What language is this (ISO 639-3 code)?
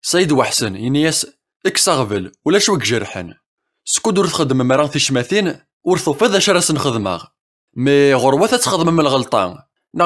kab